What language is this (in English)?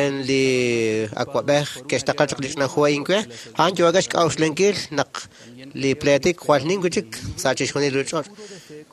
Kekchí